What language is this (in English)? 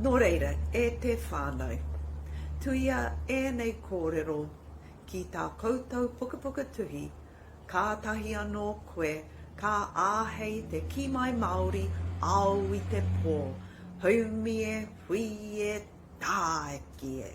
Māori